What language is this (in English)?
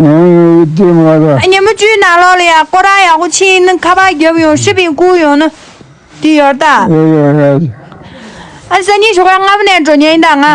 Tibetan